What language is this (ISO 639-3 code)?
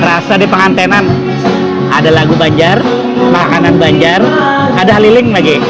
bjn